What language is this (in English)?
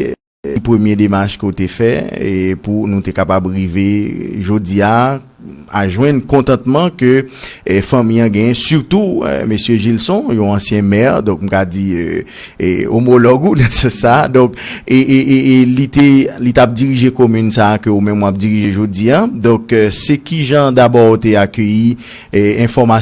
Haitian Creole